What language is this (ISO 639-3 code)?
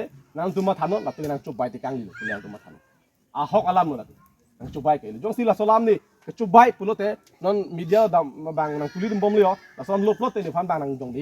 mjw